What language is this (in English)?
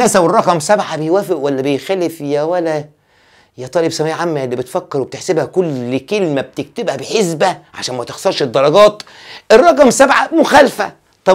Egyptian Arabic